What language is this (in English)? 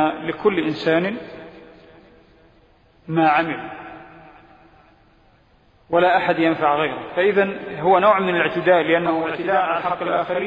Arabic